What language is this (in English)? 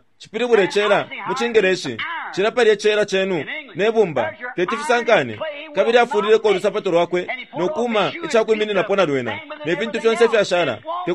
Bemba